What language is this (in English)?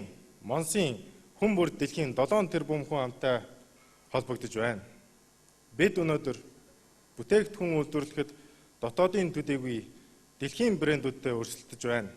Mongolian